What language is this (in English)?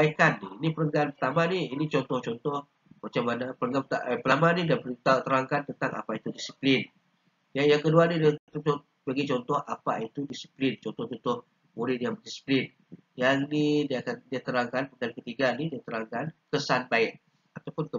Malay